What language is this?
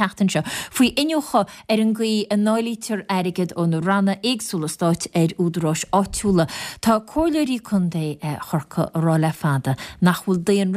Irish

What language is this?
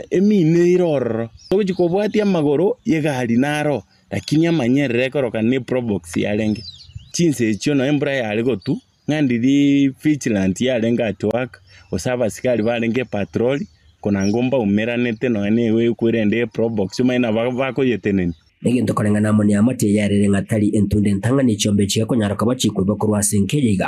Gusii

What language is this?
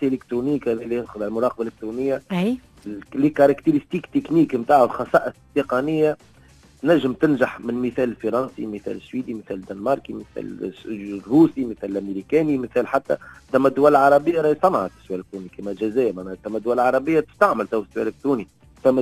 Tunisian Arabic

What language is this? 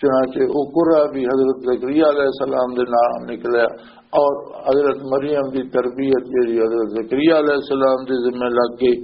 Western Panjabi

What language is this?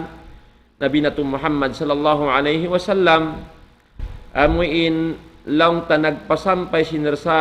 Tausug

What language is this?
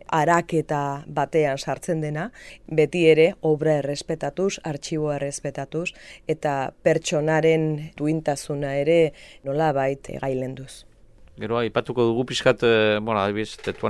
Basque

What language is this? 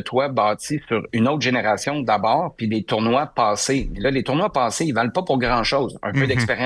French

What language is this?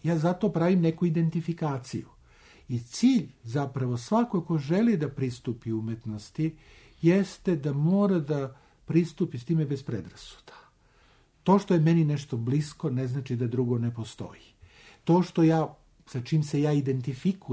Serbian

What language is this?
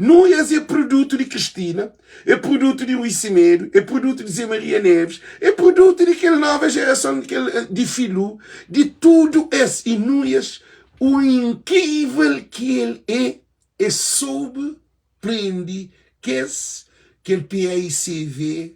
Kabuverdianu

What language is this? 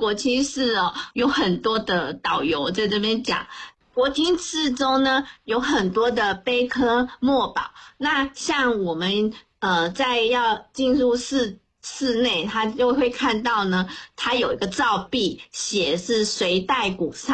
Chinese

